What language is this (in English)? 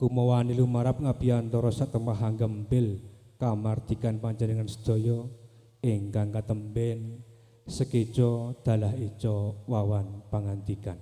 Javanese